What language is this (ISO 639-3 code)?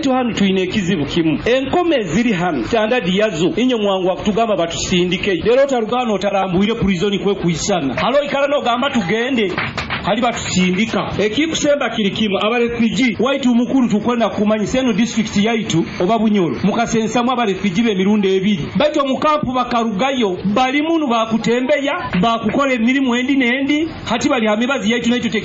nyo